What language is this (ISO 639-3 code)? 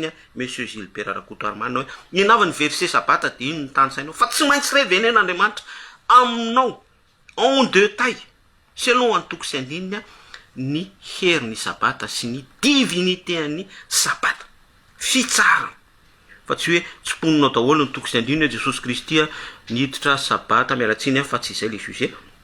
mlg